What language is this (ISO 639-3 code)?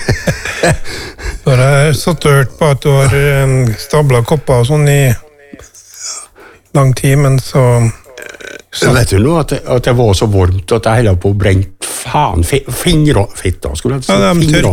nor